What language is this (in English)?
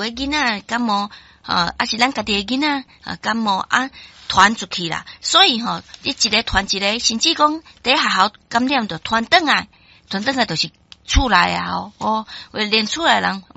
Min Nan Chinese